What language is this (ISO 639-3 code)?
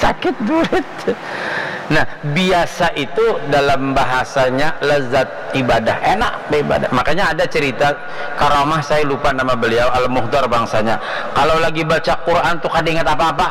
bjn